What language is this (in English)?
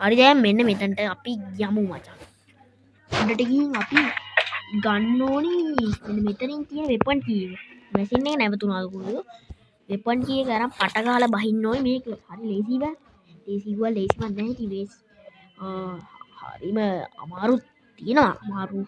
Sinhala